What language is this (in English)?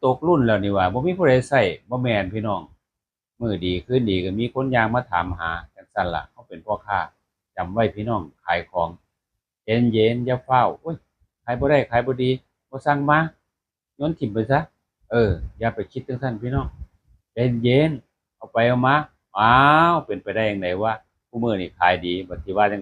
Northeastern Thai